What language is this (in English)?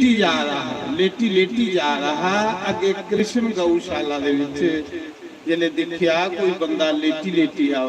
Dogri